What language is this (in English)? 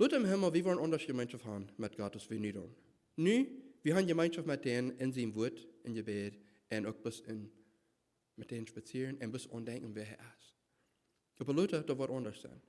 Plautdietsch